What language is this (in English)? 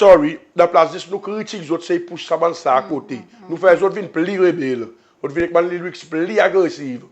Seselwa Creole French